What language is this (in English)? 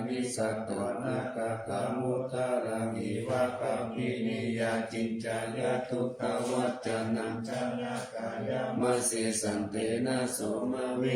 Pali